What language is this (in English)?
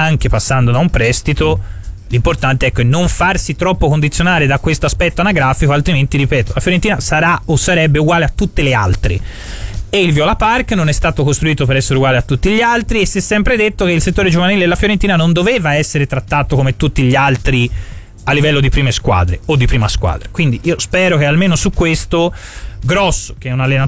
Italian